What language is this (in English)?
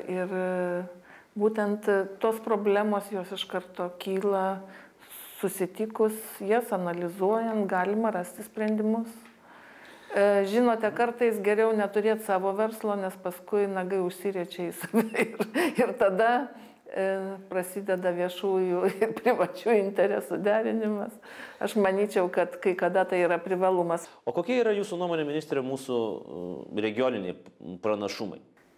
Lithuanian